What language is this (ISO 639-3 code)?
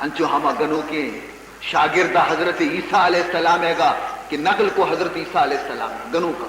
bal